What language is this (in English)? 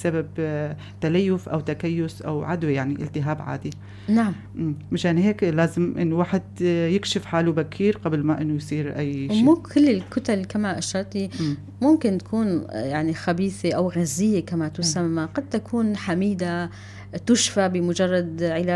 North Levantine Arabic